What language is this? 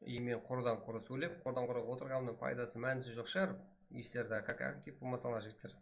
Kara-Kalpak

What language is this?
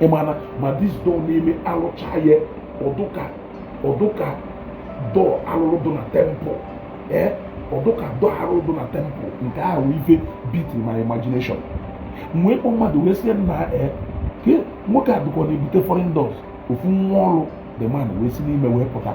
Igbo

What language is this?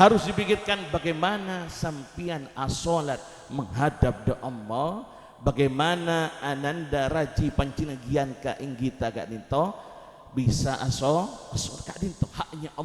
Madurese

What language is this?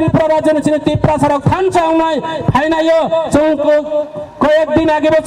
Kok Borok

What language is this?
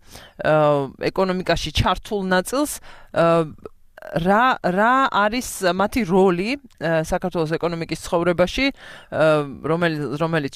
Georgian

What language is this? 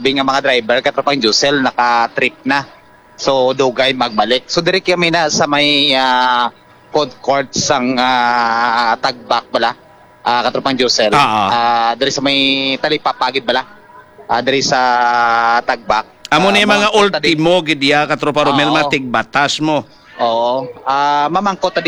Hiligaynon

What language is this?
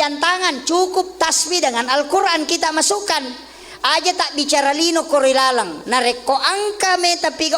Buginese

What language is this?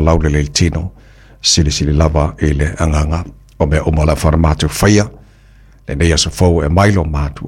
Samoan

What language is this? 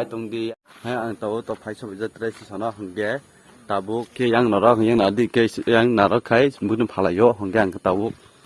Kok Borok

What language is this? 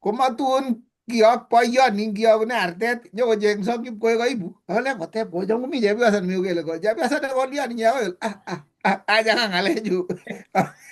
Kalenjin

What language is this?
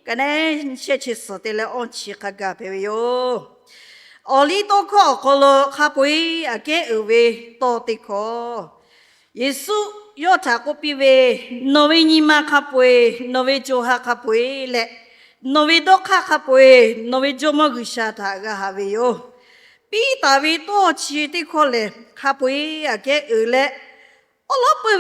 Lahu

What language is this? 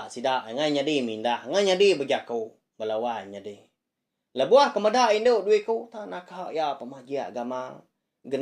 Iban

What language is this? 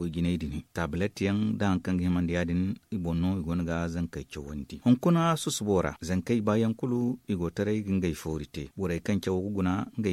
Zarma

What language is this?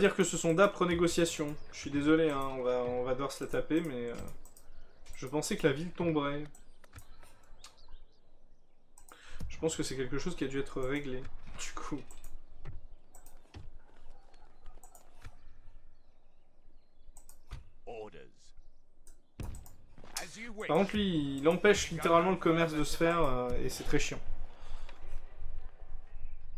French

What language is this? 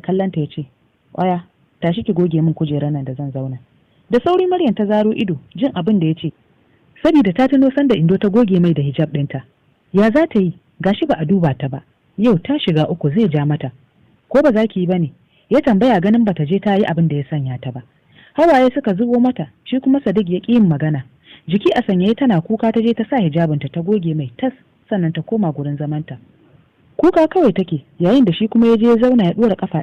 Hausa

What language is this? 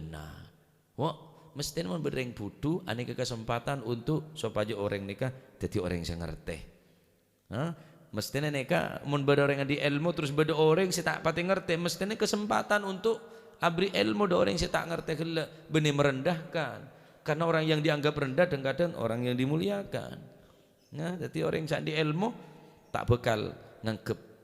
Madurese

